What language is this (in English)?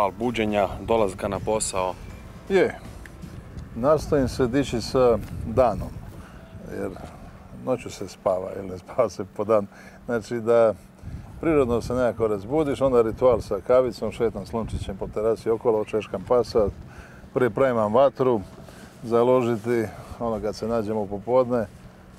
Croatian